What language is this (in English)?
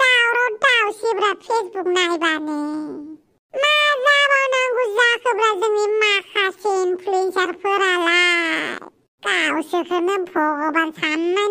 Bodo